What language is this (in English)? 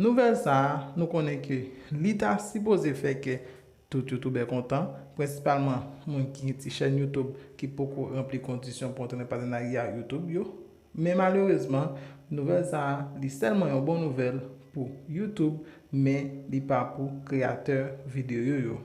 Haitian Creole